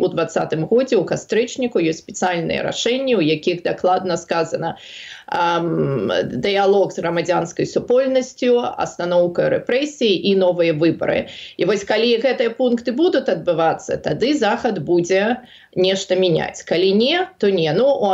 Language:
Belarusian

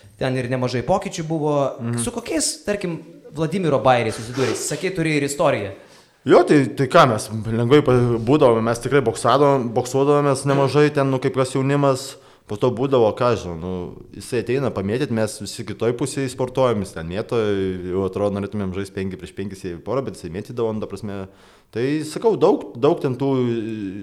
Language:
Lithuanian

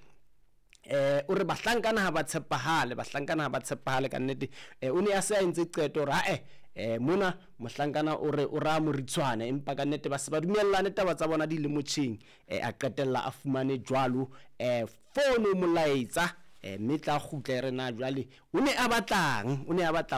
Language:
Southern Sotho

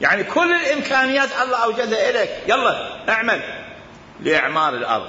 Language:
Mesopotamian Arabic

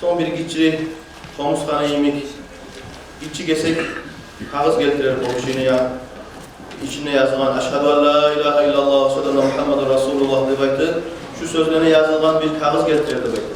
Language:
Kumyk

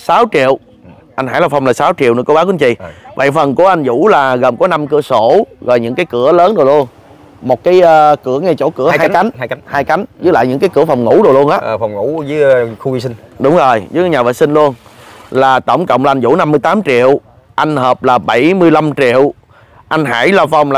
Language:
Vietnamese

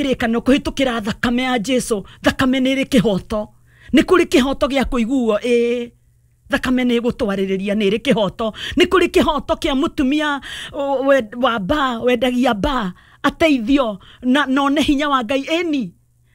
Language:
Kikuyu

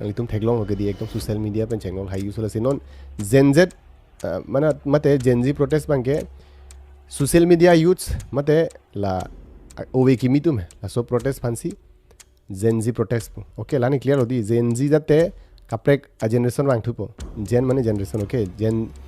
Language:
Karbi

